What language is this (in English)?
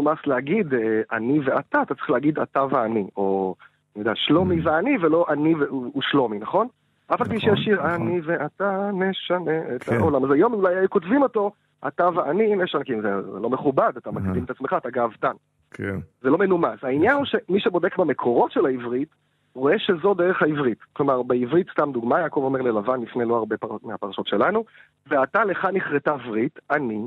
Hebrew